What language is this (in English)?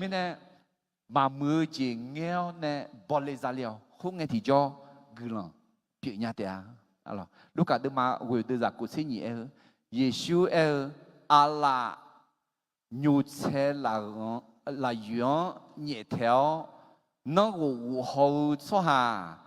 Akha